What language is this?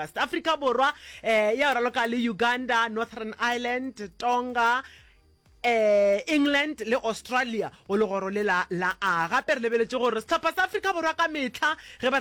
Northern Sotho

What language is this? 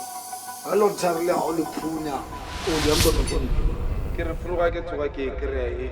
Northern Sotho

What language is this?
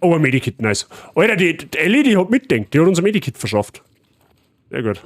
Bavarian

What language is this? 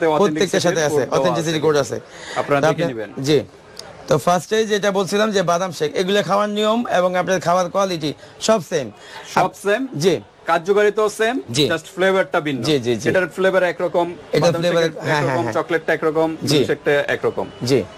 Bangla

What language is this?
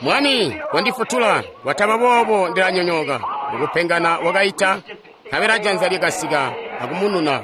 Tonga (Zambia)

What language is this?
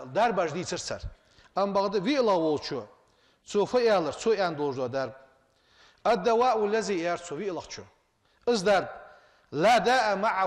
Ingush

